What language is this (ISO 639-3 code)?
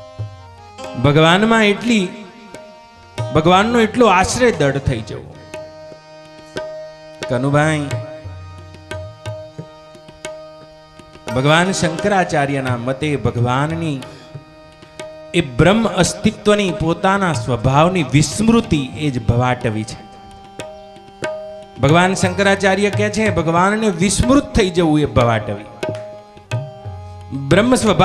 guj